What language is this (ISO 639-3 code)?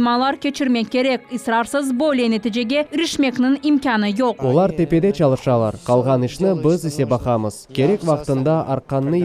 crh